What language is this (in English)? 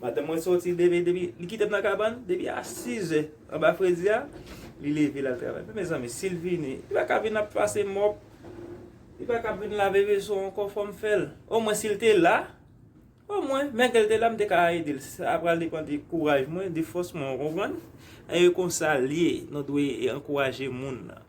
Haitian Creole